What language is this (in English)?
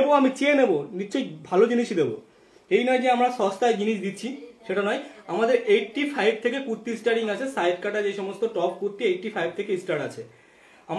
Bangla